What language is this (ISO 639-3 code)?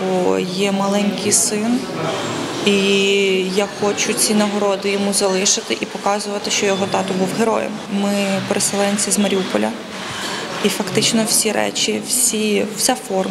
ukr